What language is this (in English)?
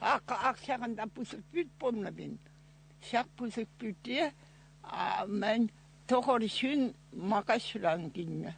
Chuvash